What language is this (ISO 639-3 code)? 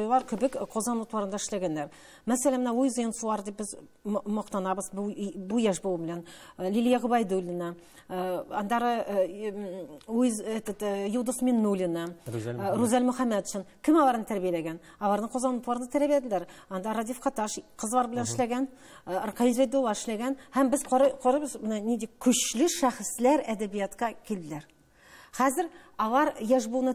tat